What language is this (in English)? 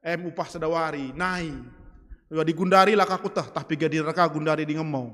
Batak Karo